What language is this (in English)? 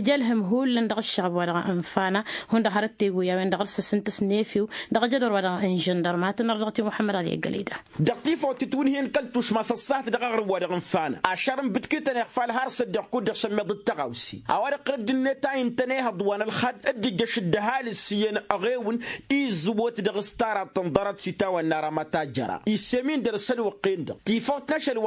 Tamasheq